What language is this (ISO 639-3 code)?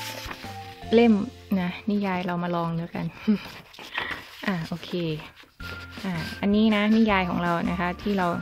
tha